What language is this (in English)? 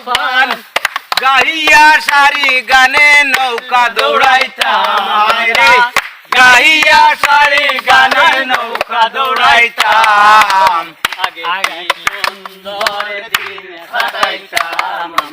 Sylheti